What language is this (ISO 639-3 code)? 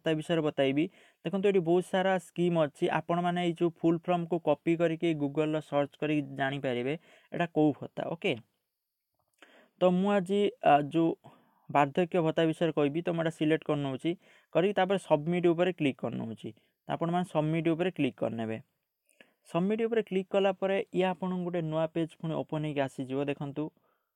ori